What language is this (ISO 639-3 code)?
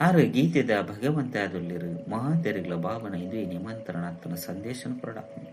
tcy